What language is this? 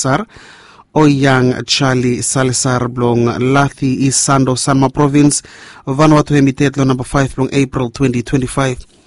Bislama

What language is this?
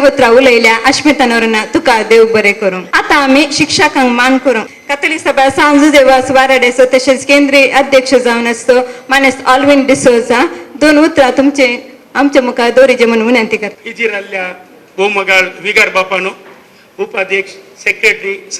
Konkani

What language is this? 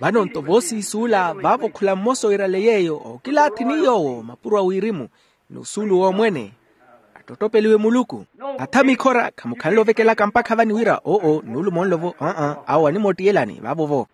Makhuwa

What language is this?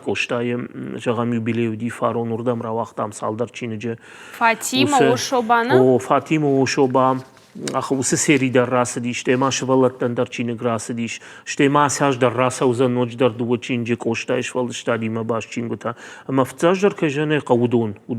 Ossetic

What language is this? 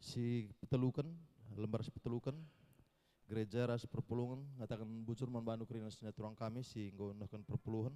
Batak Karo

